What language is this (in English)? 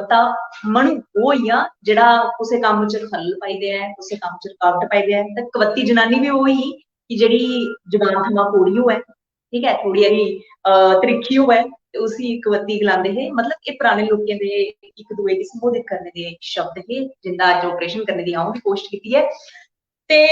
Dogri